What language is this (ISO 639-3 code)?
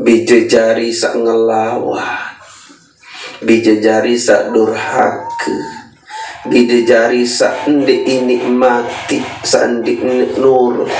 sas